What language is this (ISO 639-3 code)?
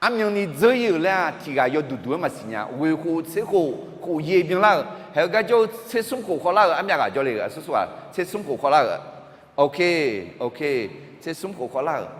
ahk